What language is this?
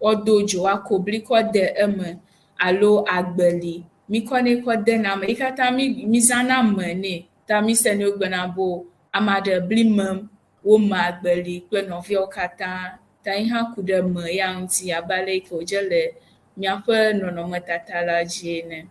Ewe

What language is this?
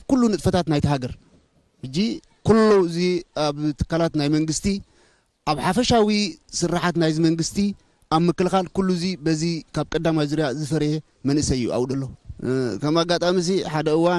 Tigrinya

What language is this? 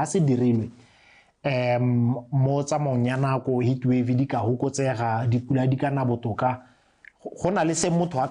Tswana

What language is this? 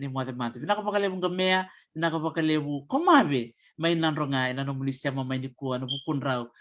Fijian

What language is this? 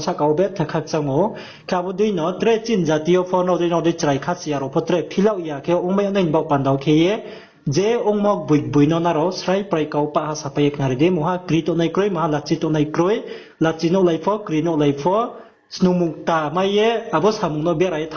Riang (India)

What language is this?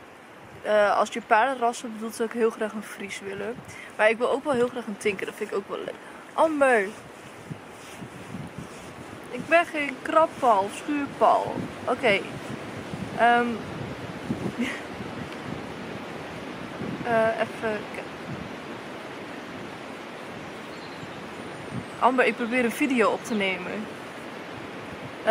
Dutch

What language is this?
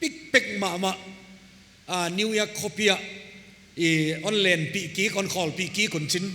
Paite Chin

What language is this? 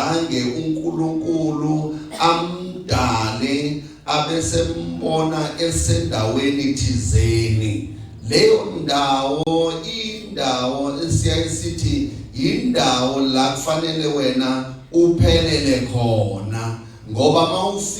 Zulu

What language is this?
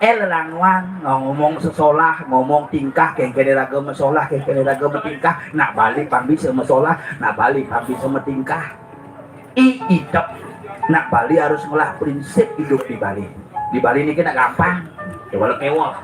Balinese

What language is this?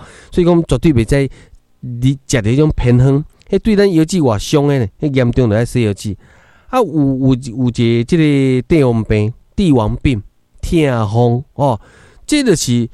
Min Nan Chinese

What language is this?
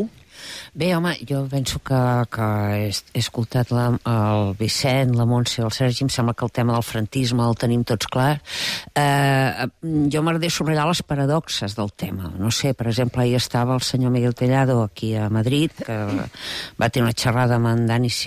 Catalan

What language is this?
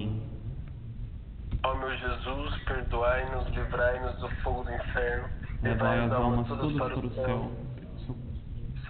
Portuguese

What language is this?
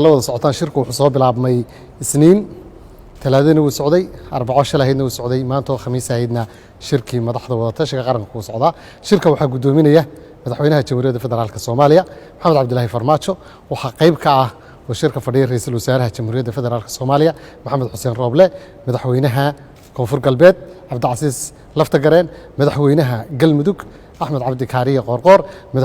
Somali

